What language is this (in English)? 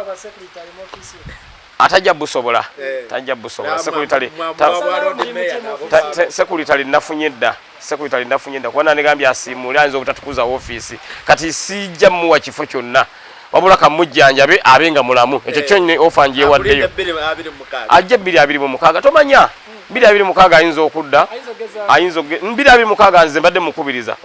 Ganda